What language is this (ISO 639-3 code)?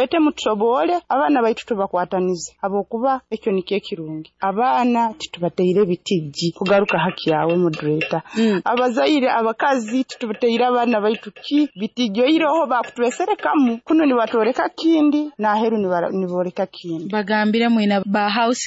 nyo